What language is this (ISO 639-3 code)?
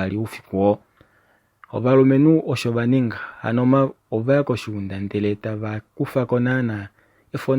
kua